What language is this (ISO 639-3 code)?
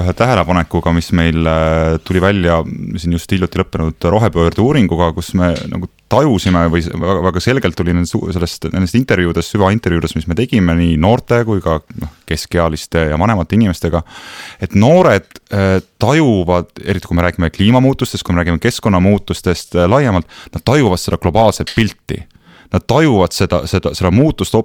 est